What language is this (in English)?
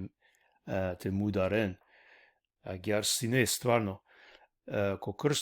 Balkan Romani